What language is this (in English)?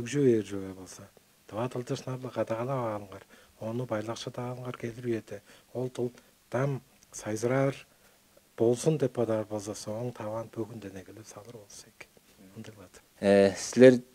Tuvinian